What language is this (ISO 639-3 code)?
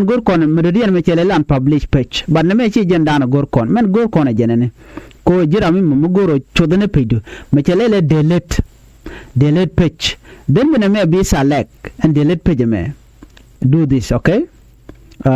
nus